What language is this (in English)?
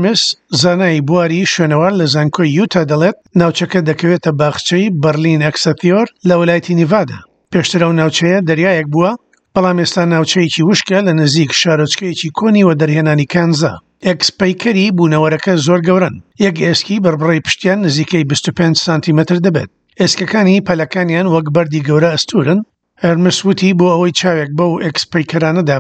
Central Kurdish